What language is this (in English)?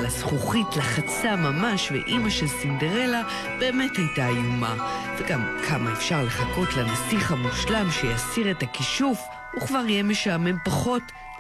Hebrew